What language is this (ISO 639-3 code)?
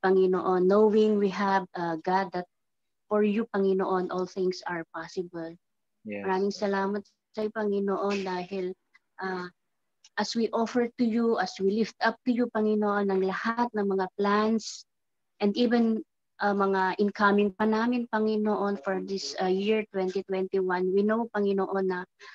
fil